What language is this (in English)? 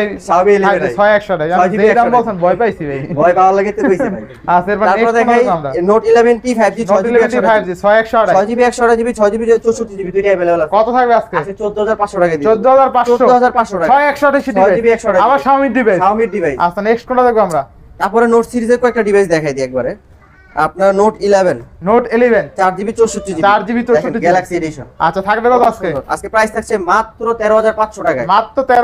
Bangla